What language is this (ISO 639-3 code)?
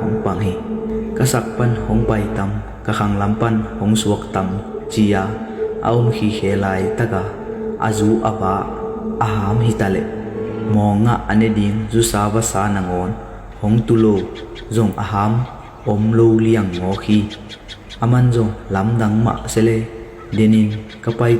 ctd